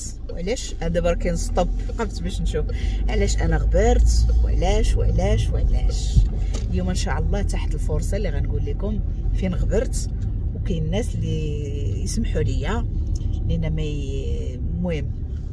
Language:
Moroccan Arabic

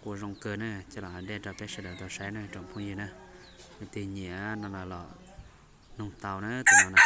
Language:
Hmong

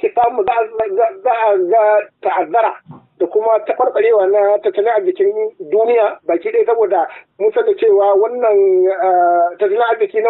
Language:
Hausa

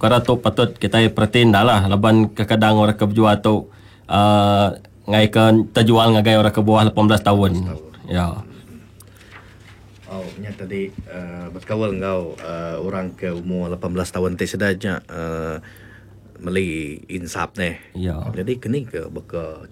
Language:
Iban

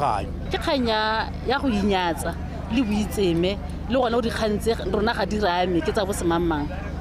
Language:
Tswana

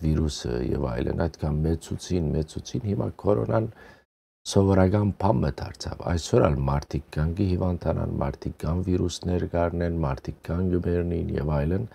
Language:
Western Armenian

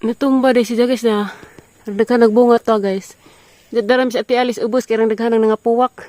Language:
Cebuano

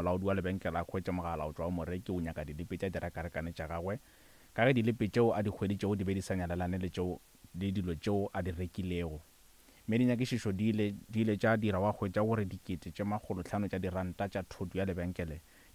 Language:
Northern Sotho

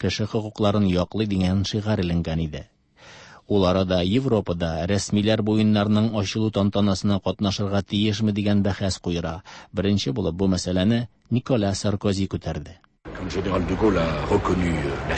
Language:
Tatar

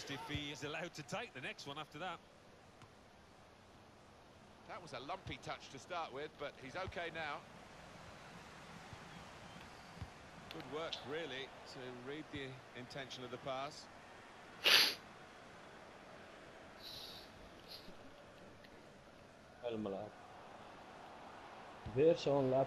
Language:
English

